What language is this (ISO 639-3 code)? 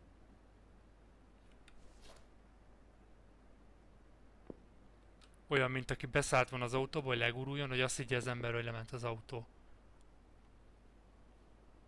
hun